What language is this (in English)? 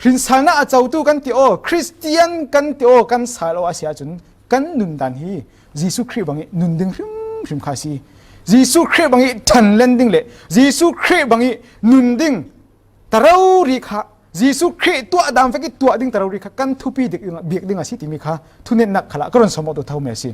Falam Chin